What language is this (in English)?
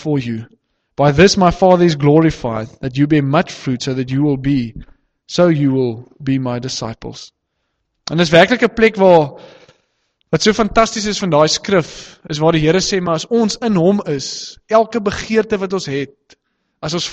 Afrikaans